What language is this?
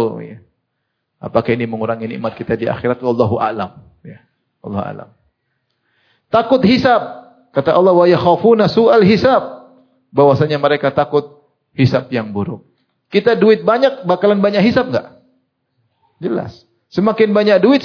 Indonesian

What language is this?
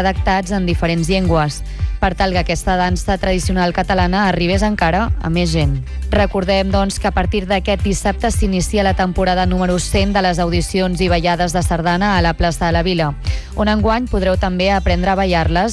Catalan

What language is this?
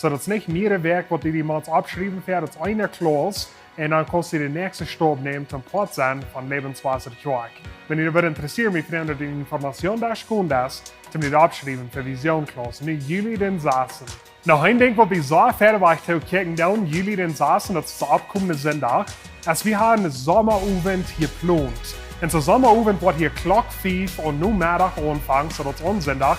Plautdietsch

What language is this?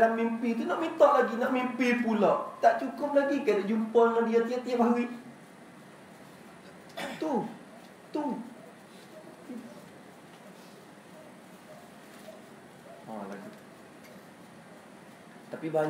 Malay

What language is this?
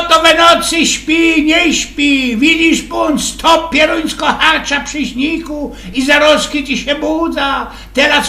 Silesian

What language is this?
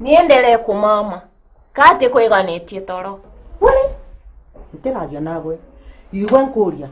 Meru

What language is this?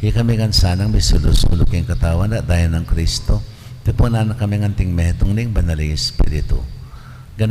Pampanga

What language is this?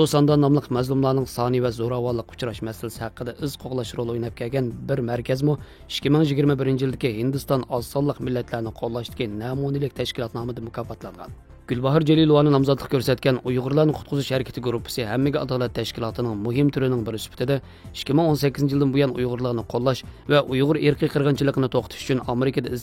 Uyghur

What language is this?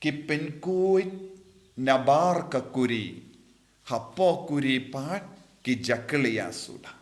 Khasi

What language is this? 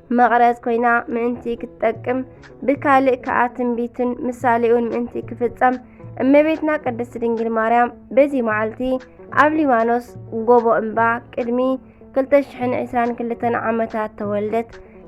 Tigrinya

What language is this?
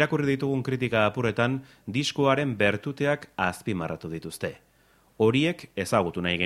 Basque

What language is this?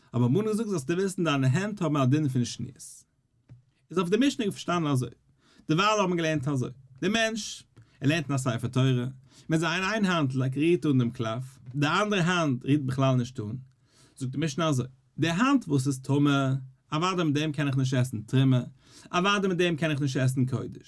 Yiddish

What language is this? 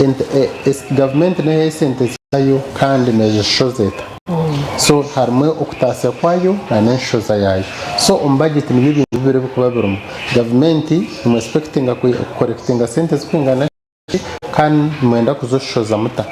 Nyankole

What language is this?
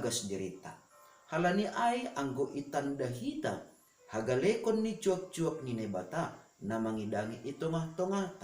Batak Simalungun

